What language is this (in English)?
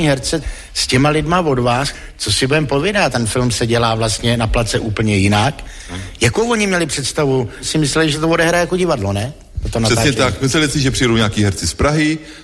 Czech